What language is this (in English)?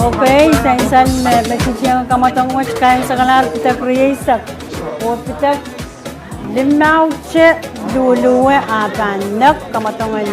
Pohnpeian